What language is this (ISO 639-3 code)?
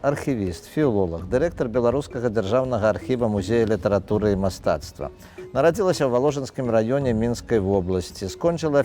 bel